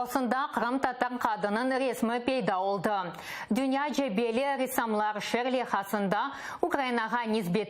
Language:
Crimean Tatar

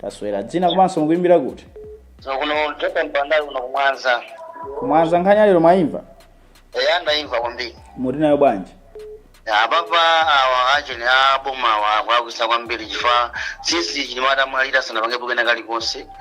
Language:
Nyanja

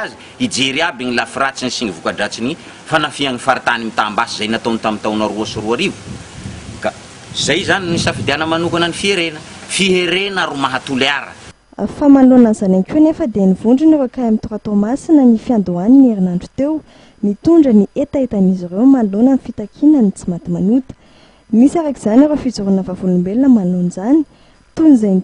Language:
Malagasy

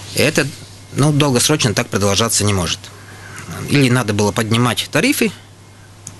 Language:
Russian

